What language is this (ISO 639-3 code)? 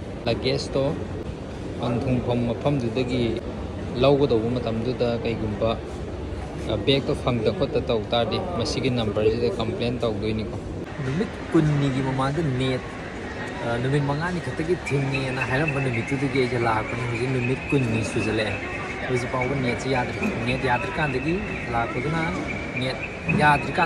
mni